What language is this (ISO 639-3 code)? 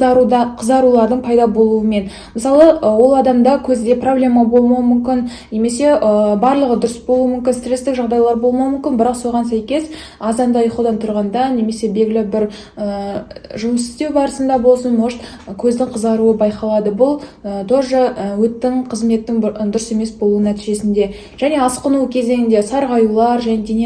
kaz